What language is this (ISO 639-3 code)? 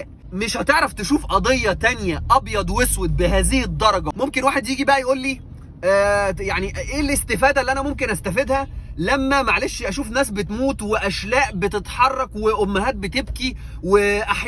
arz